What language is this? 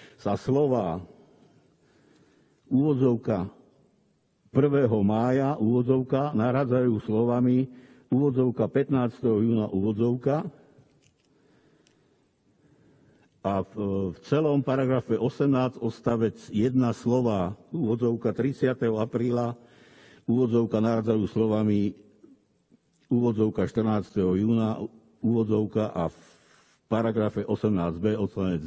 Slovak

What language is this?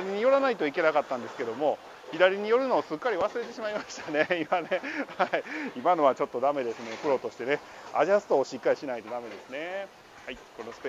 Japanese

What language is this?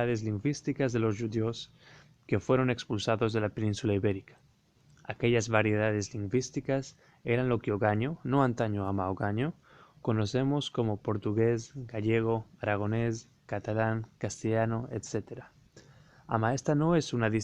Ladino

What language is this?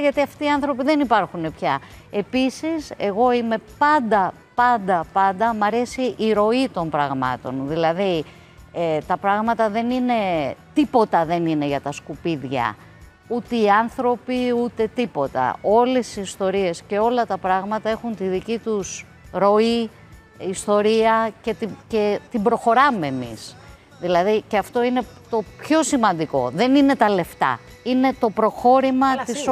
Greek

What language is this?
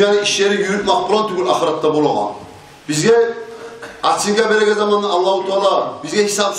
Kumyk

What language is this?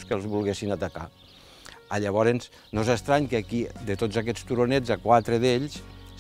Catalan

